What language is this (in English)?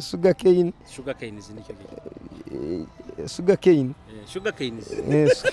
Nyoro